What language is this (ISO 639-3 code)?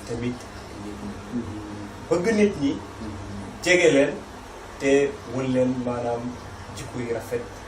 wol